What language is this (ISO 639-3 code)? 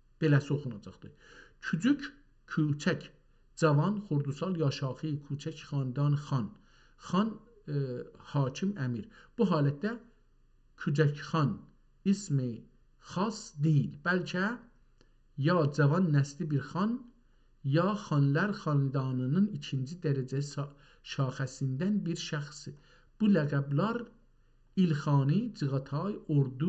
azb